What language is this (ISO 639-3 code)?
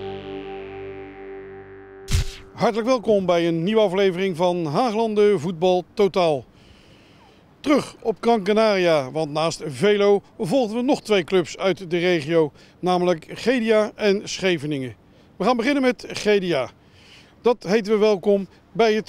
nld